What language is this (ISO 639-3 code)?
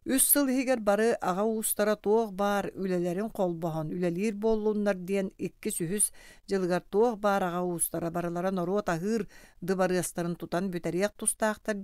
sah